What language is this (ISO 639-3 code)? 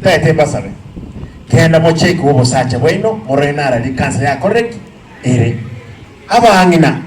guz